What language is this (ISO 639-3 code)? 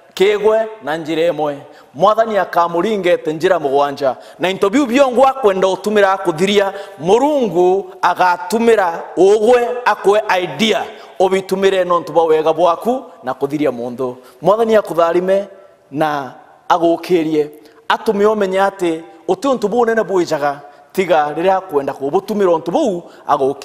mer